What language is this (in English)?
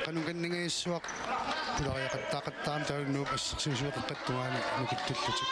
Kalaallisut